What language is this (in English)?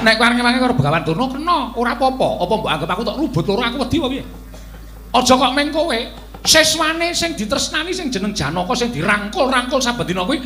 Javanese